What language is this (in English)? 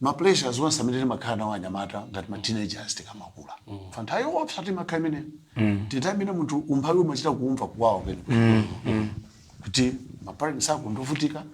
Nyanja